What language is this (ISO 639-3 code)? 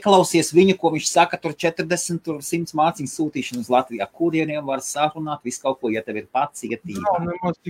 lav